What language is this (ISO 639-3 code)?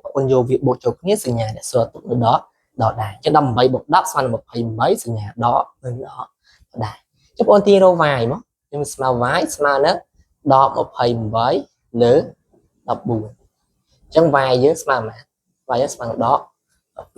khm